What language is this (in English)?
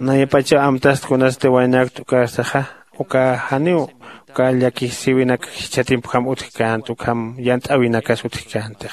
Aymara